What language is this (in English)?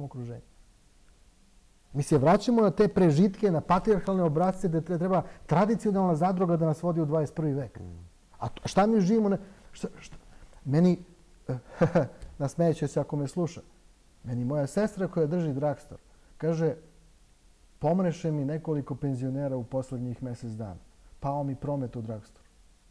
Serbian